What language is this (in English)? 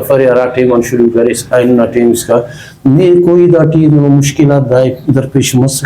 Brahui